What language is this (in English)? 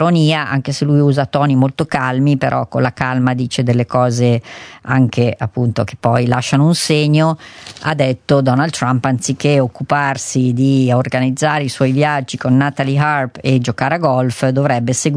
Italian